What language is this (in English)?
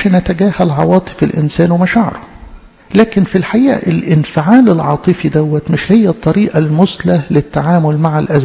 Egyptian Arabic